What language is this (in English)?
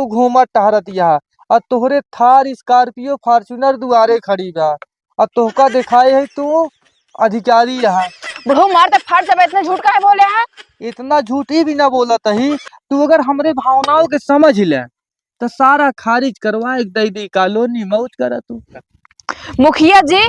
Awadhi